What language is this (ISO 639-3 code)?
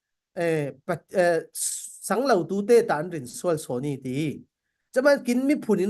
cfm